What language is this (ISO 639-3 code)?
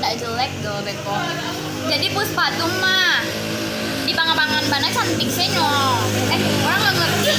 min